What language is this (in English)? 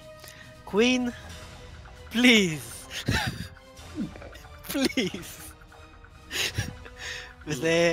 Hebrew